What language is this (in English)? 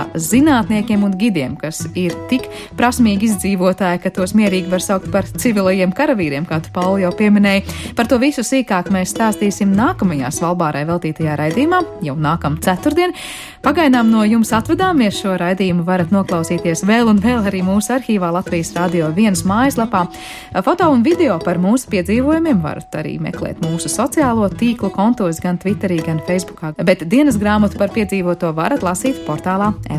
Latvian